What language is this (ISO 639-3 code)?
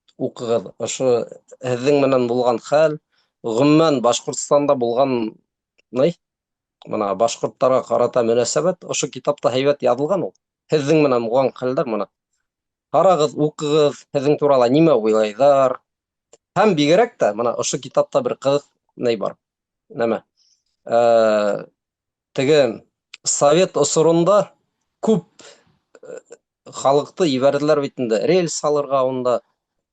bak